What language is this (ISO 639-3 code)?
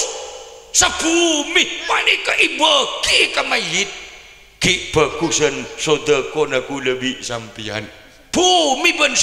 mad